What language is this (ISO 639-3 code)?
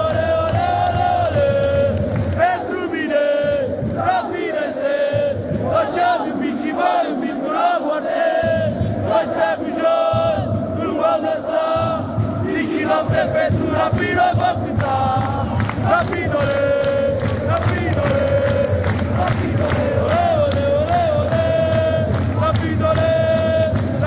ron